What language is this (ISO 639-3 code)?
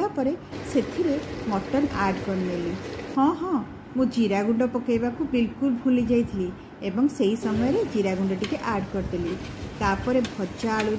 ori